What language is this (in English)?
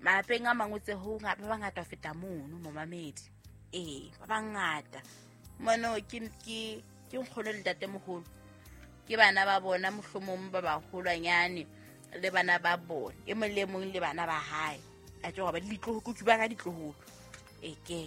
Southern Sotho